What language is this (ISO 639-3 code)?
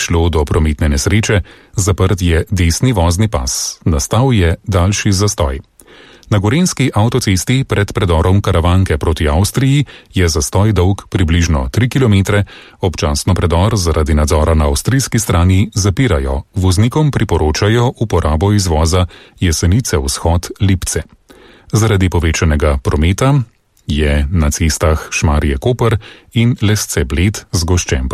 slv